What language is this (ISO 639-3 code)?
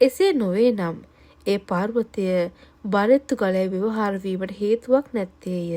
sin